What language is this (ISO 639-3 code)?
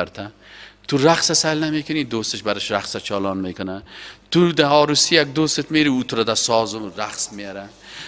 fas